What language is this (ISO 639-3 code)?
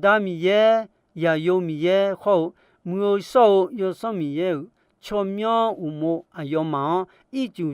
ahk